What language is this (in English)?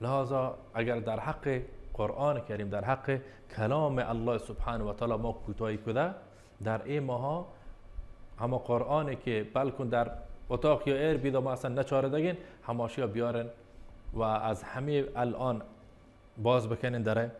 Baluchi